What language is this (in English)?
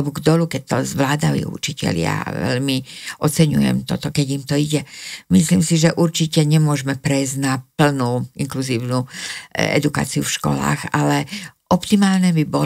Slovak